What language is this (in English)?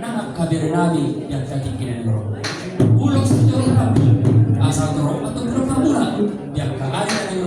Batak Toba